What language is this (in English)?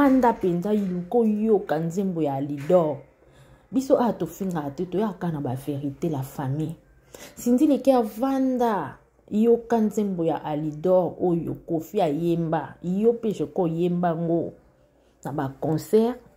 Lingala